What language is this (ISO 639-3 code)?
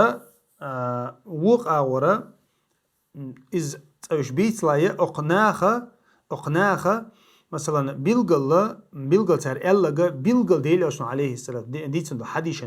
che